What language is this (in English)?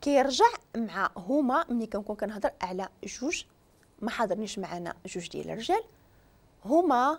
Moroccan Arabic